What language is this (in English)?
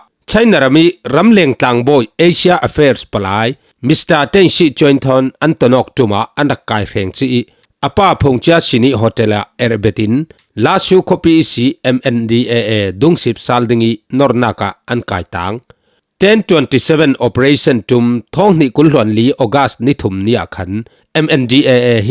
Falam Chin